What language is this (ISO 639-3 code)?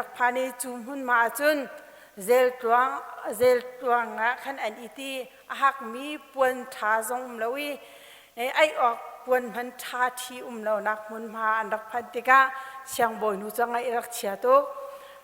cnh